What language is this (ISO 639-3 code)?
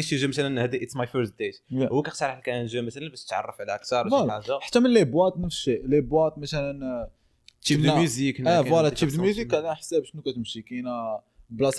ary